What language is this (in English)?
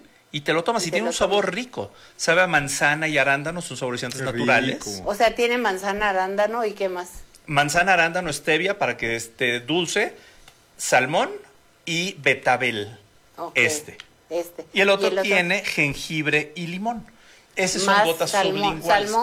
Spanish